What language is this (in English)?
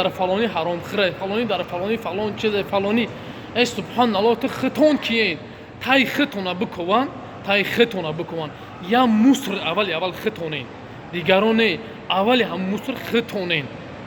Tajik